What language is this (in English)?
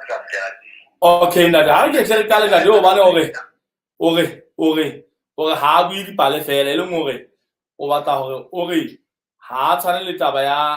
Southern Sotho